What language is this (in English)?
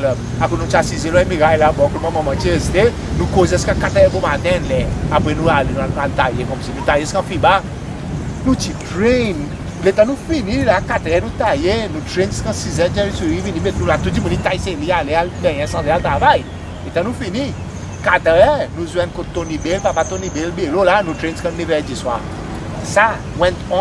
Seselwa Creole French